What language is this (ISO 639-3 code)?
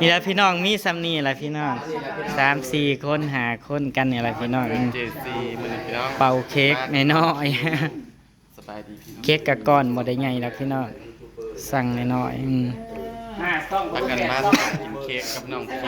tts